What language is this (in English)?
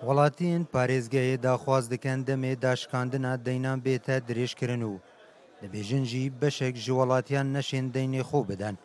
Kurdish